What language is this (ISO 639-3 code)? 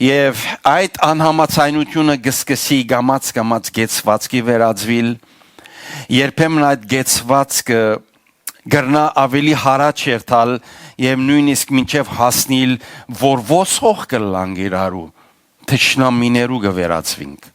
hyw